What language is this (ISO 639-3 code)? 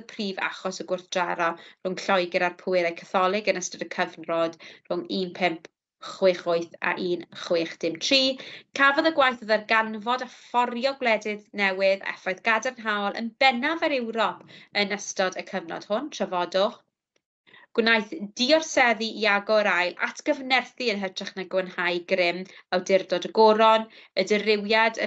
cym